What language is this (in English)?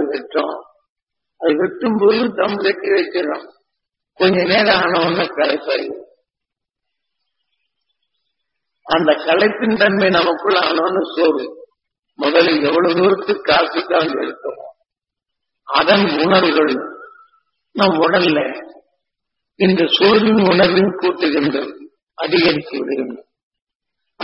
Tamil